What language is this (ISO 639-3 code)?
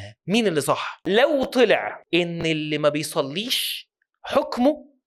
arz